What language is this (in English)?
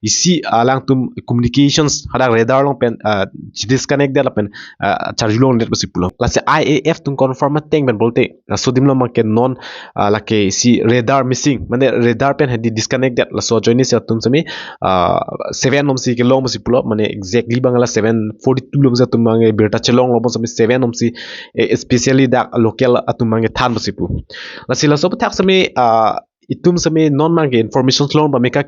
Karbi